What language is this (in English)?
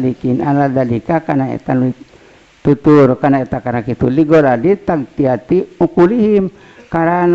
Sundanese